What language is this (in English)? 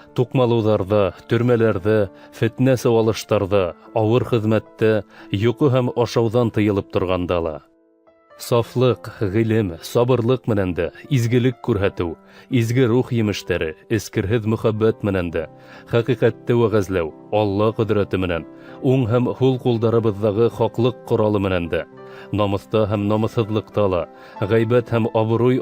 Bashkir